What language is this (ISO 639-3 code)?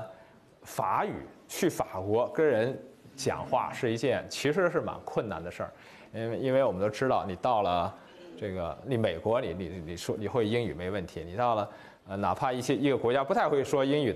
zho